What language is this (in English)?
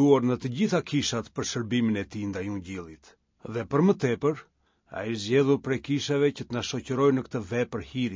Albanian